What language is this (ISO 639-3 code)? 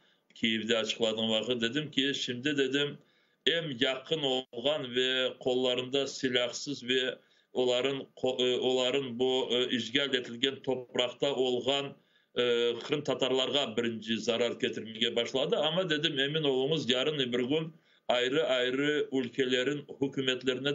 crh